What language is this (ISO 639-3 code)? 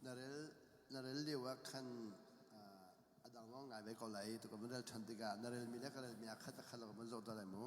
cnh